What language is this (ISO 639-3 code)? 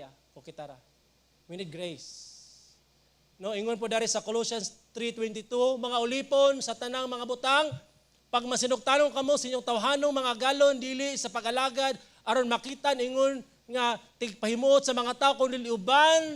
ceb